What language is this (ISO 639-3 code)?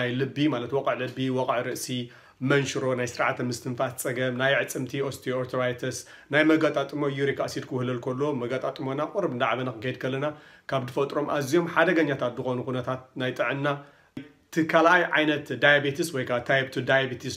tir